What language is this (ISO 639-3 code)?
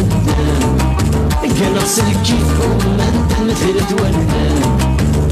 kab